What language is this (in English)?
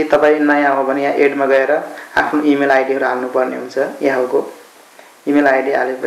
Nepali